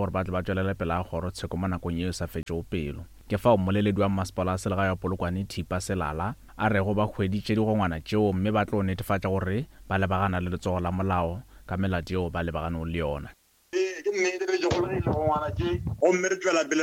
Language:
Northern Sotho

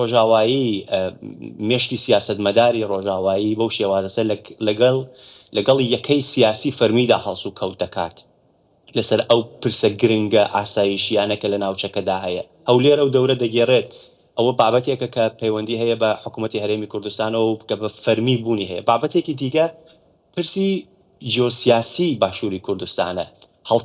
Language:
Central Kurdish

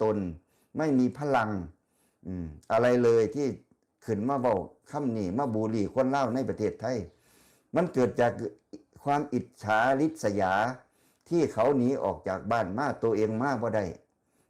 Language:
Northeastern Thai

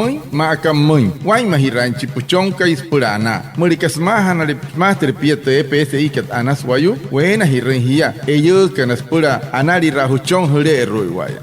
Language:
Wayuu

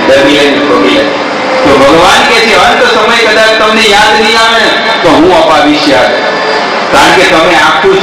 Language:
Gujarati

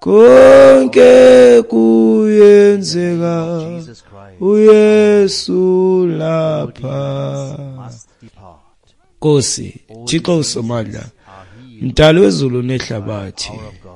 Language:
Xhosa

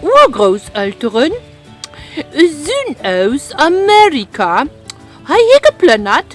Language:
Luxembourgish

